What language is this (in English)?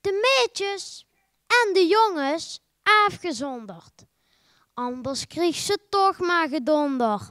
Limburgish